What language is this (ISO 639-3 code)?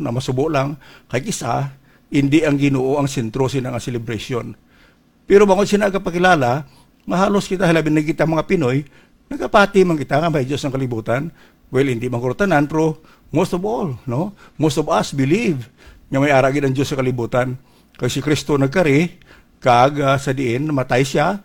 hil